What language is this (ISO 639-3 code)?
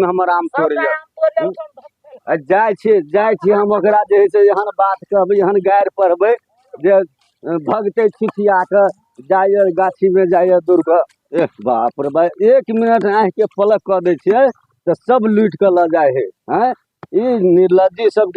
mai